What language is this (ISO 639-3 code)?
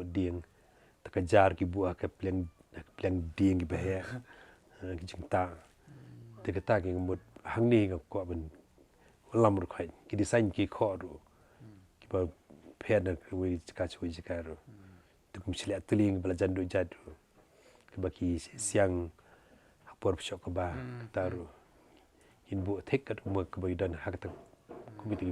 kha